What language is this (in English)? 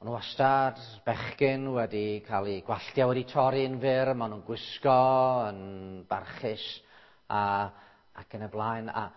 Welsh